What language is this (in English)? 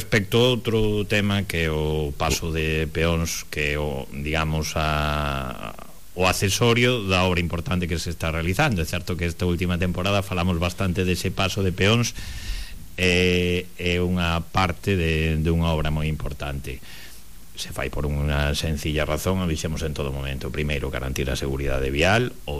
Galician